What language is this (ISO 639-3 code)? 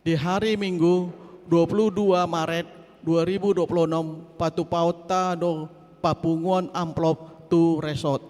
bbc